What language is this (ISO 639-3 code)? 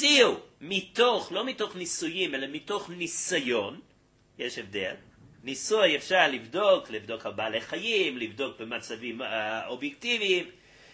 heb